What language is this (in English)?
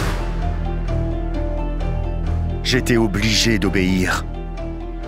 French